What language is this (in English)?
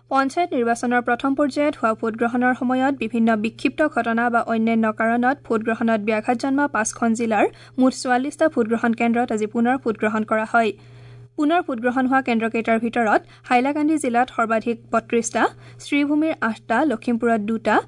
Assamese